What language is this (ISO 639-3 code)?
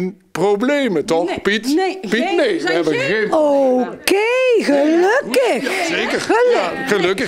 nld